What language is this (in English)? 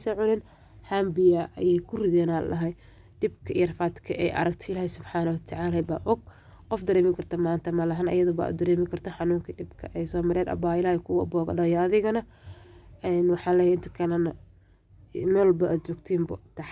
Somali